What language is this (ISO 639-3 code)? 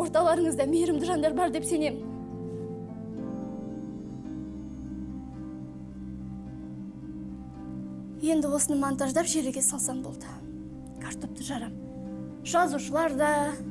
kaz